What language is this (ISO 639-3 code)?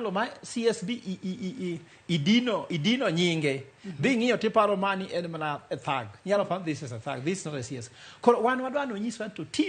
luo